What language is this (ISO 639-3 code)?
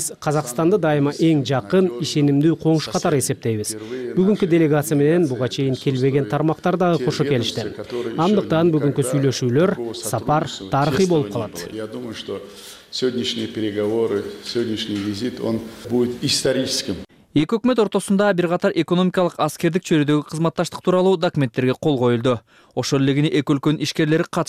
kir